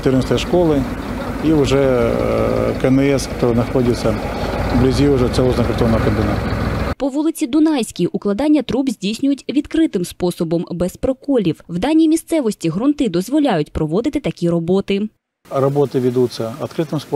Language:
Ukrainian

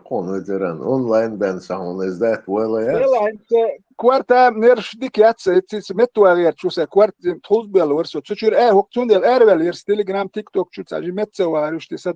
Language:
Chechen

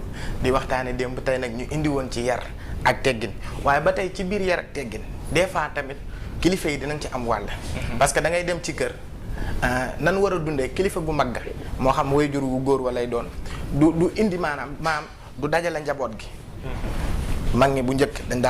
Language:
Wolof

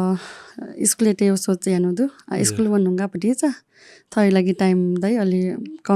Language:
Newari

